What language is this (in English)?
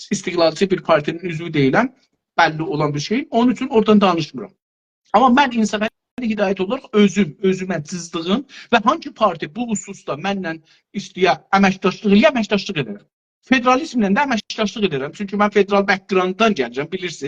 South Azerbaijani